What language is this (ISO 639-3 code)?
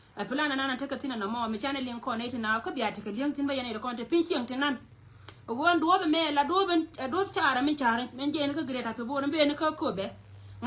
nus